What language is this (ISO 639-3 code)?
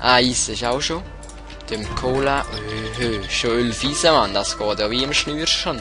gsw